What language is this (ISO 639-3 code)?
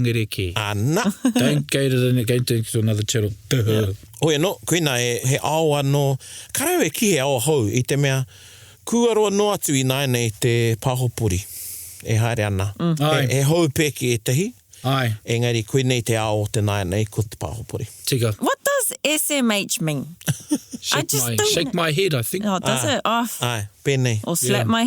mri